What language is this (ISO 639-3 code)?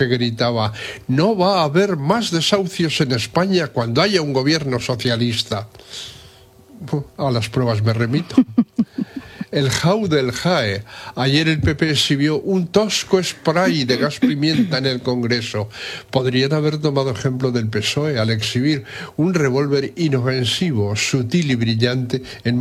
spa